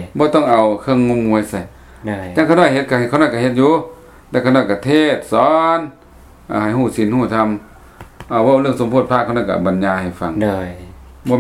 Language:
Lao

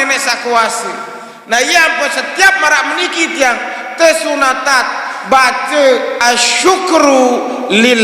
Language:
Sasak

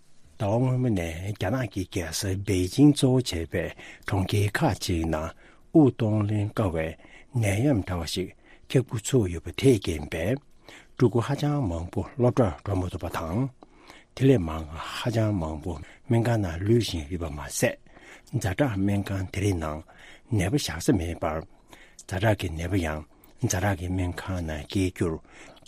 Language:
Tibetan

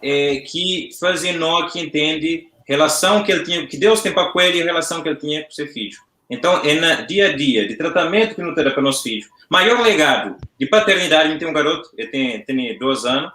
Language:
Kabuverdianu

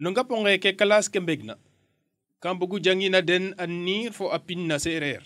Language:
Serer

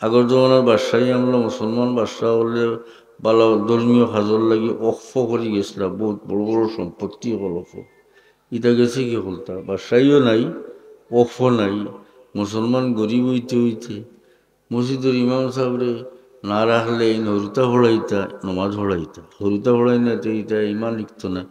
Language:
Sylheti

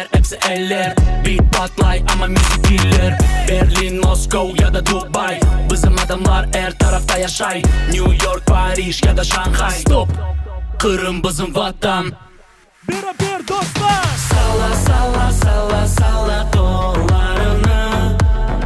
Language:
Crimean Tatar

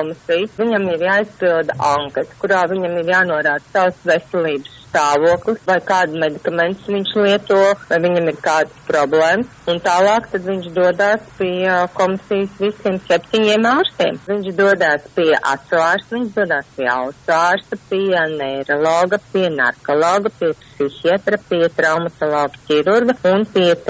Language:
Latvian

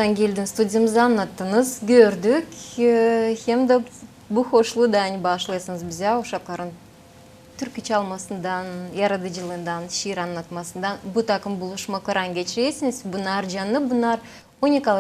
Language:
Gagauz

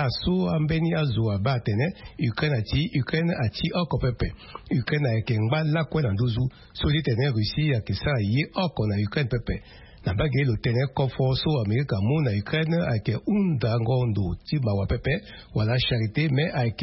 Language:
Sango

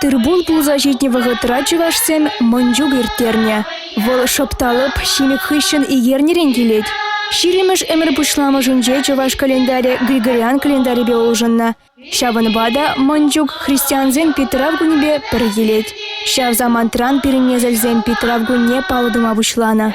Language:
Chuvash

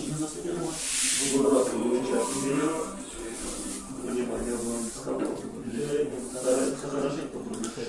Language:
Russian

